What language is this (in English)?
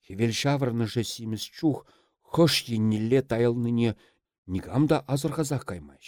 Chuvash